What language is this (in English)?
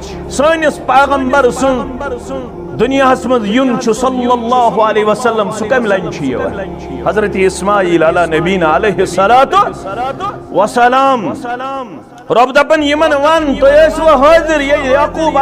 Kashmiri